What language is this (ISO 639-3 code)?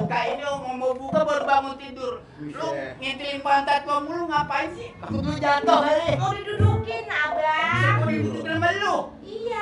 bew